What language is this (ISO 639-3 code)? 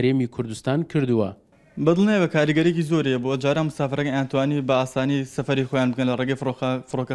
ckb